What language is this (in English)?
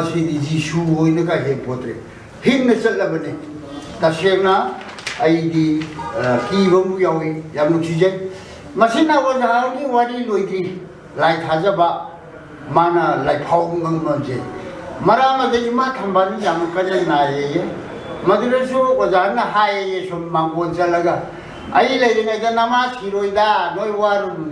Manipuri